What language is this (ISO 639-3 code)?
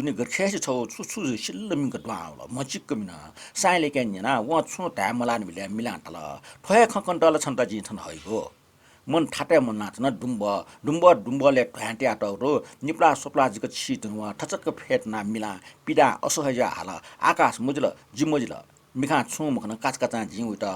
new